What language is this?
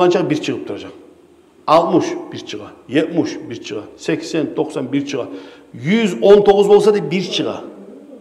Kumyk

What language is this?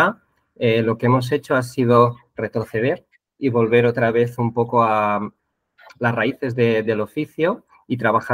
Spanish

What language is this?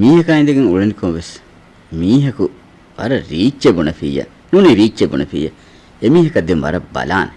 Divehi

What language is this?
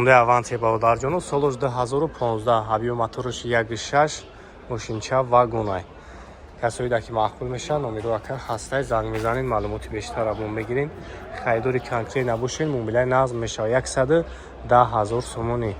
Tajik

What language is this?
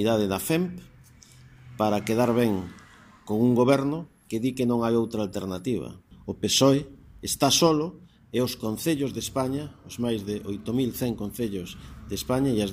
Galician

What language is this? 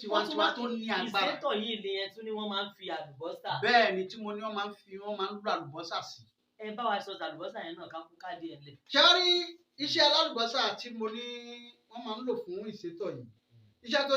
Yoruba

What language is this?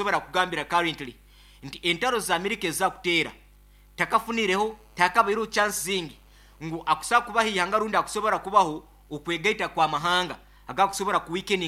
Nyankole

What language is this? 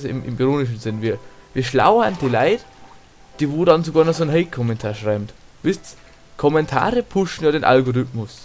Bavarian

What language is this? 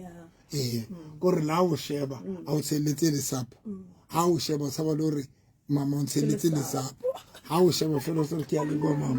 Southern Sotho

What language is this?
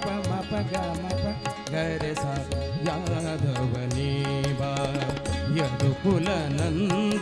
Kannada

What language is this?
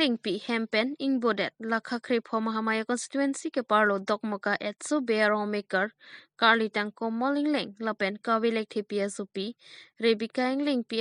Karbi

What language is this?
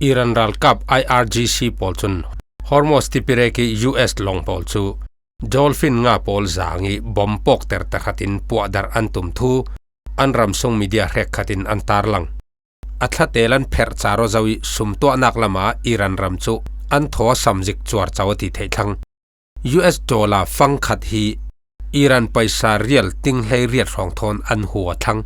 Falam Chin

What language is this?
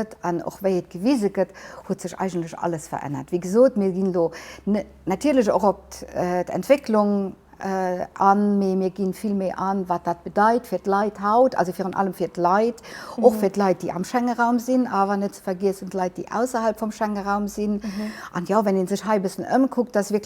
Luxembourgish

